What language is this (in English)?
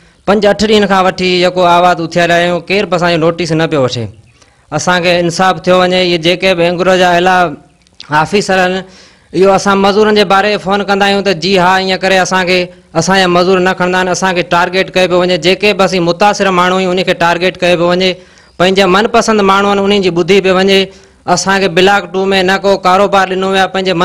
Sindhi